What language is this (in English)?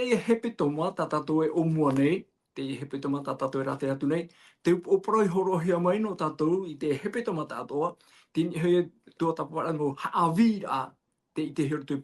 Tahitian